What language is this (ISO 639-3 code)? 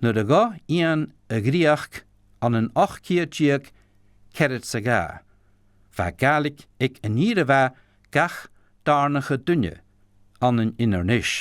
gla